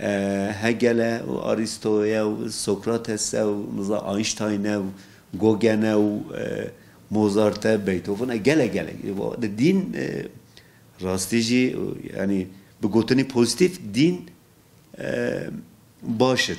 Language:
Kurdish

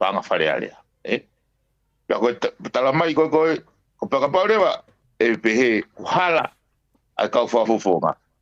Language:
Tongan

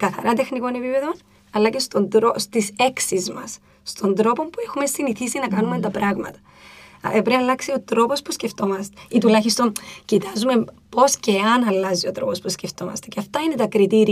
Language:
Greek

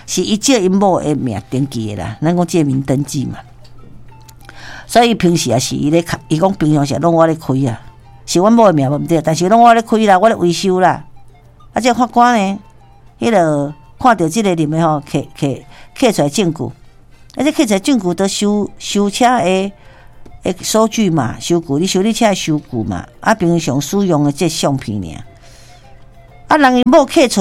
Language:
Min Nan Chinese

